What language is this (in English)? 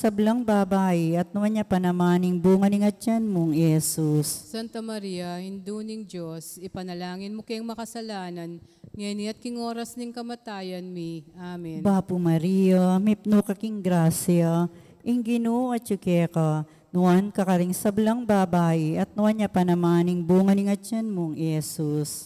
Pampanga